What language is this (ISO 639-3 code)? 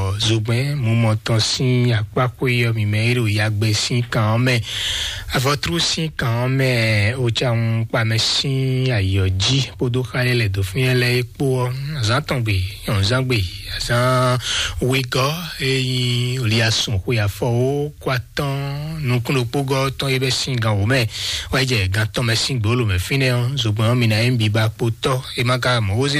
fon